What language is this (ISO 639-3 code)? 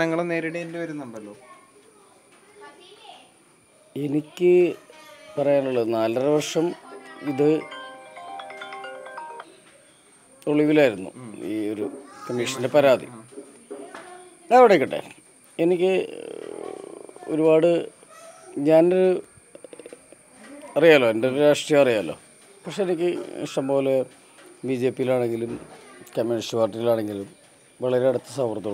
mal